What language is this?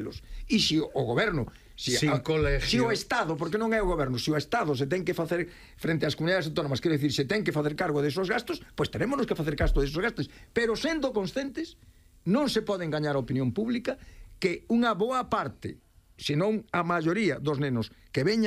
Galician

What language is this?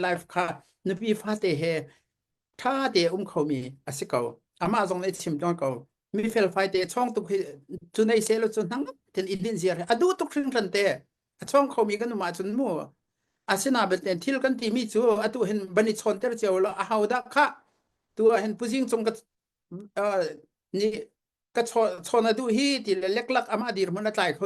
Hakha Chin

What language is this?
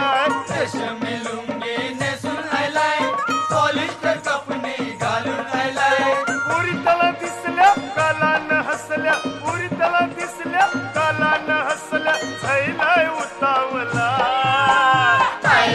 Marathi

